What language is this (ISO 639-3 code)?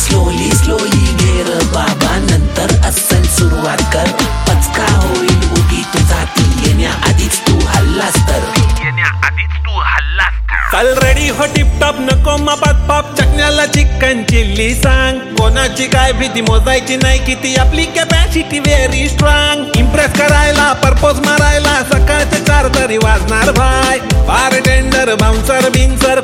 mar